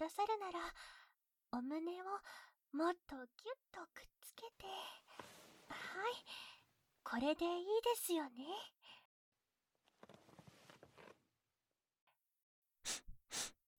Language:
Japanese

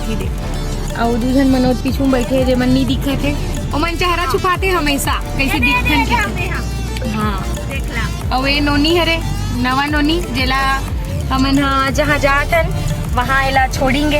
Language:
Chhattisgarhi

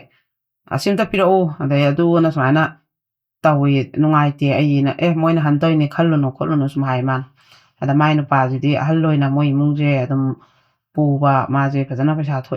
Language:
Manipuri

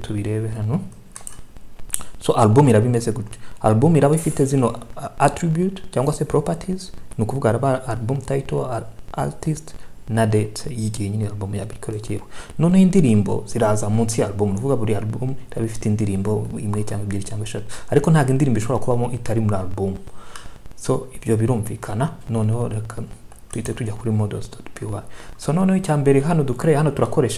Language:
Kinyarwanda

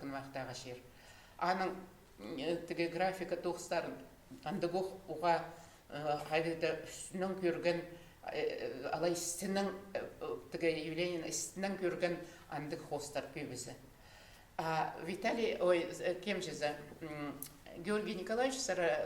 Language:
Khakas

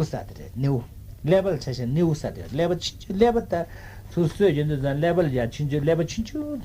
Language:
Tibetan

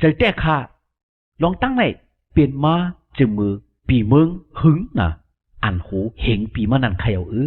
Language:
Shan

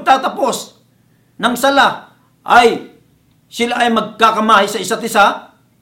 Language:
Filipino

